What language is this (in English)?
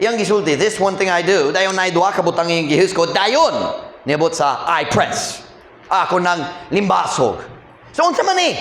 Cebuano